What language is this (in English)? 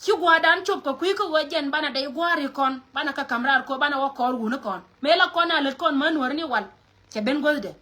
Nuer